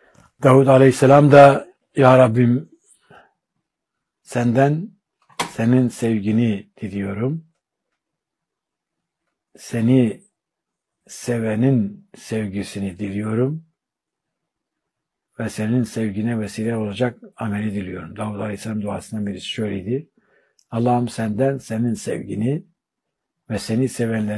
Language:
Turkish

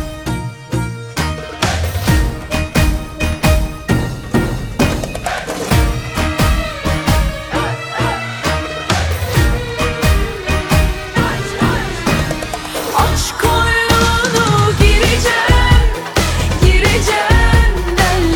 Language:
Turkish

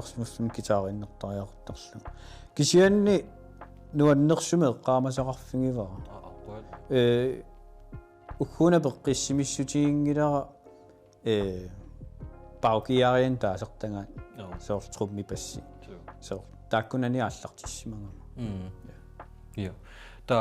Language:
Kalaallisut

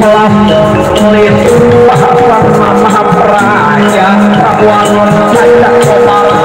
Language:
Betawi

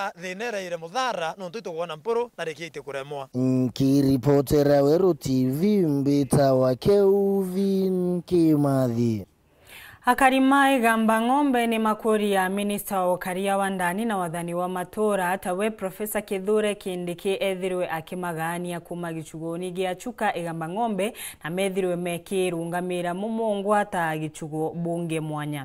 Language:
Meru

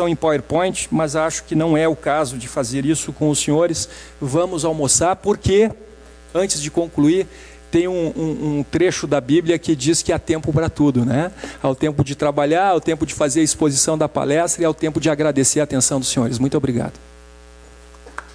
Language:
Portuguese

